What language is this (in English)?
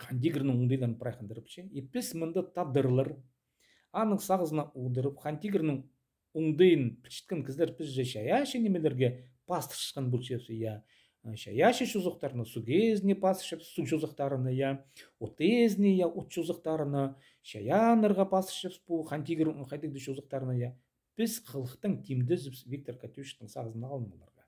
Khakas